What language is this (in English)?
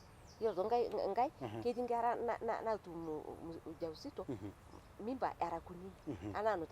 Masai